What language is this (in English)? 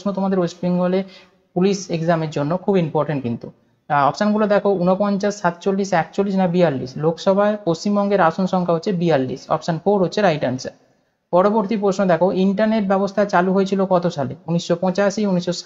Bangla